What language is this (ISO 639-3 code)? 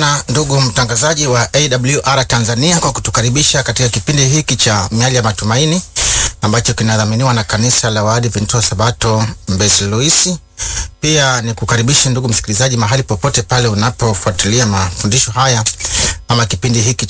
swa